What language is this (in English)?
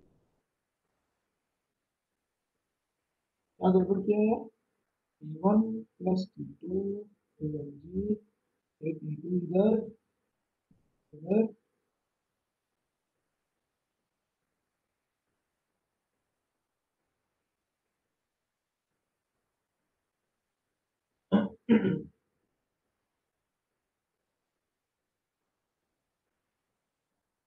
Hindi